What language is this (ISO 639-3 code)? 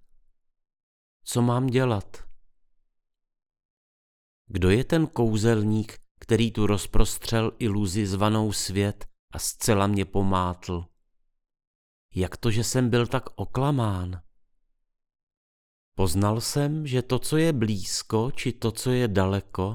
ces